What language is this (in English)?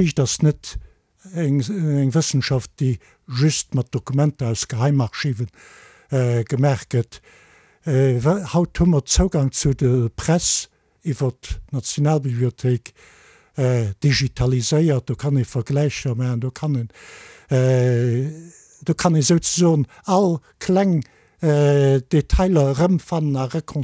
Luxembourgish